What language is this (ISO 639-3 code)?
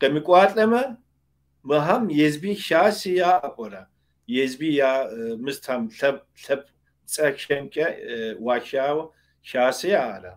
kbd